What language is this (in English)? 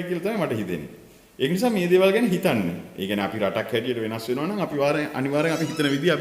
Sinhala